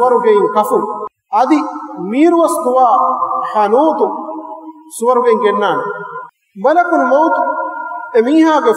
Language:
Divehi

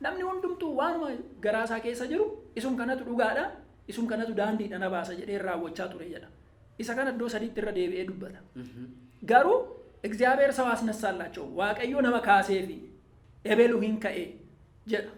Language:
Oromo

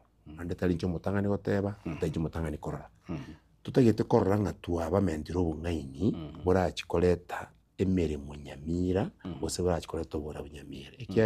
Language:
Gusii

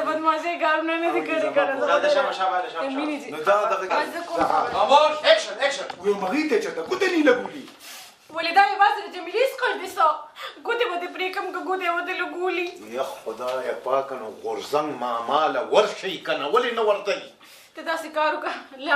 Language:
Pashto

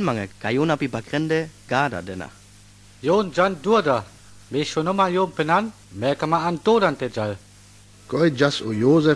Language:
Sinte Romani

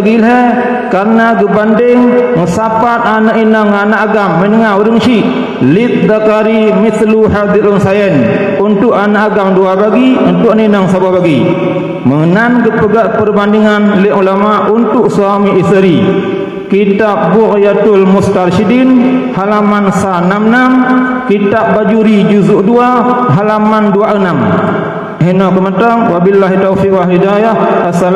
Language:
Achinese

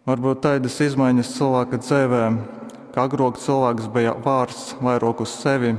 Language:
Latgalian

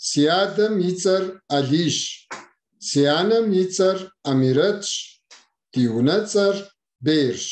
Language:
Kabardian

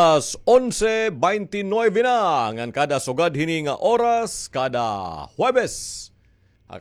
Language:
Waray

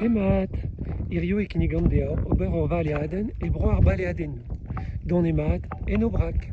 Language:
Breton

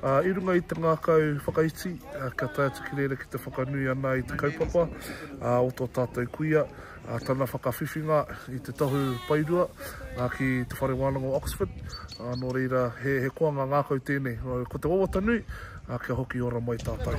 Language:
Māori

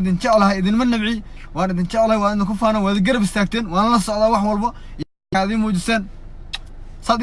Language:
Somali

